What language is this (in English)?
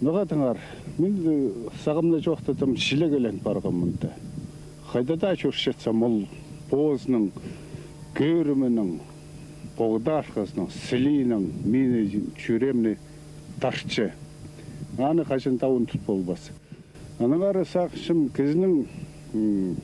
Khakas